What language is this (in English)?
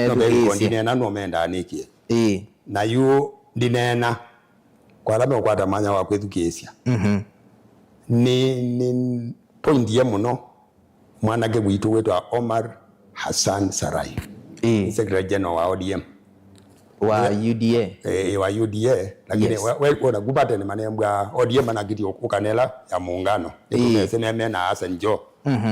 Kamba